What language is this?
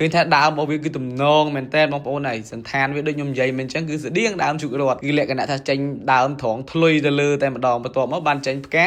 Khmer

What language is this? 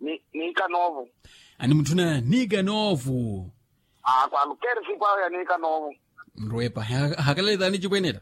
Makhuwa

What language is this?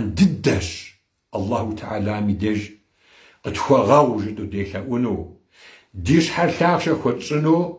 Kabardian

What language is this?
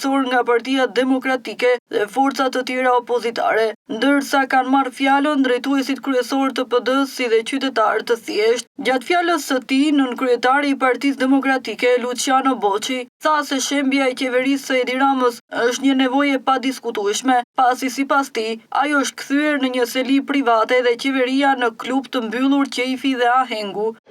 Albanian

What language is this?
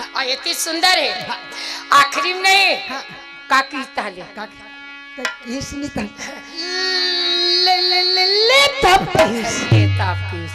Chhattisgarhi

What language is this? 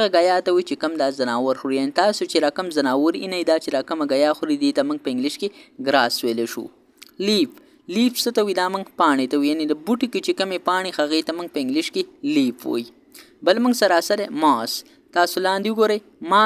Pashto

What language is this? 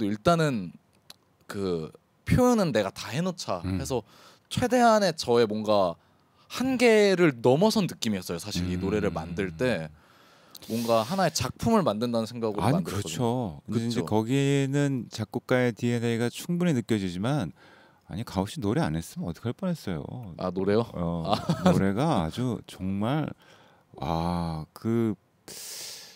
Korean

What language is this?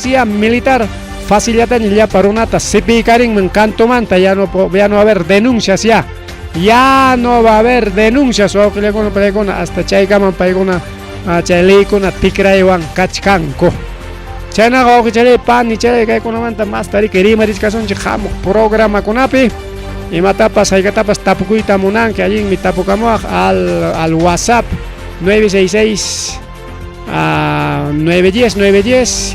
Ayacucho Quechua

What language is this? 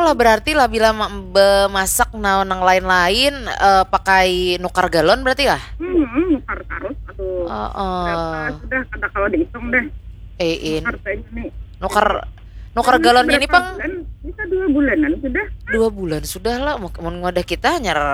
Banjar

